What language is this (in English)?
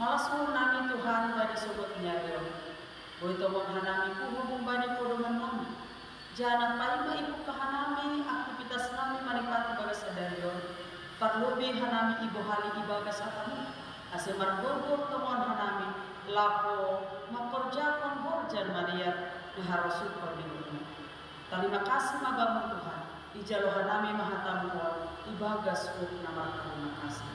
Batak Simalungun